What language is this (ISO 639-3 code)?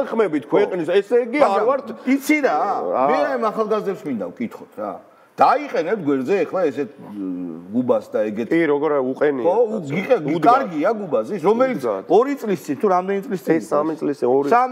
kat